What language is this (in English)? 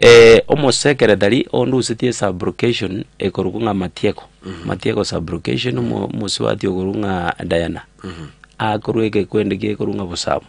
Gusii